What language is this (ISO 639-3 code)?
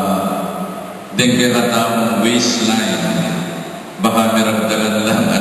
pam